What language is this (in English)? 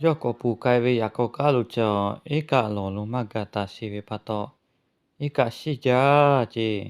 Lahu